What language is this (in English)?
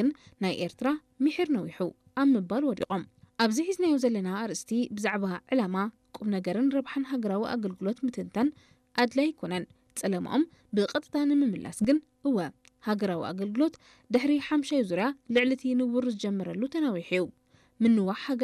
Tigrinya